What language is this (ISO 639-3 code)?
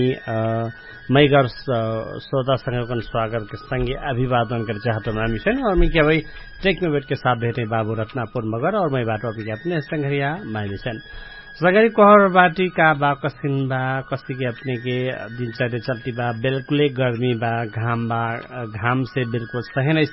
bho